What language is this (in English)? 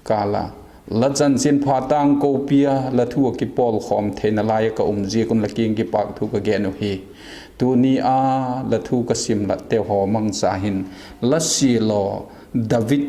Vaiphei